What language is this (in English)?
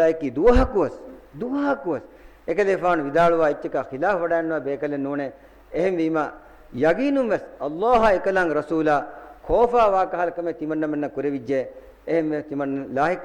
Divehi